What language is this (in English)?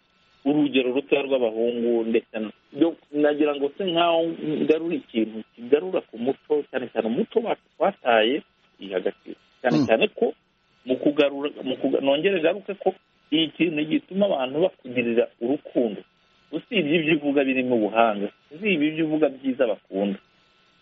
Kinyarwanda